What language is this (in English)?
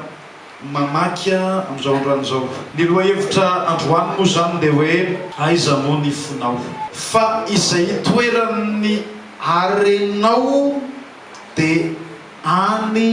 Malagasy